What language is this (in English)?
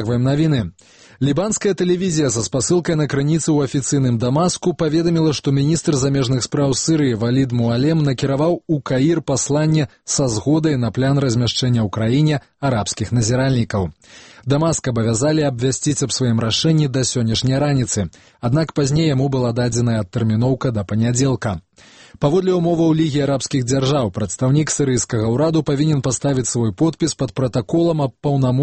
Belarusian